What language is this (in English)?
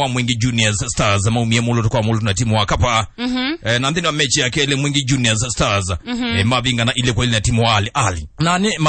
Kamba